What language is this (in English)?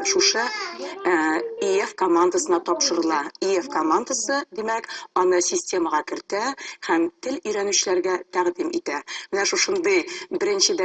Tatar